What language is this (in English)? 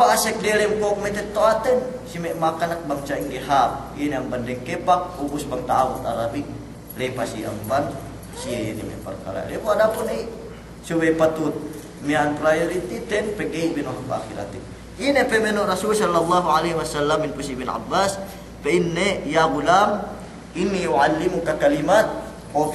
Yakan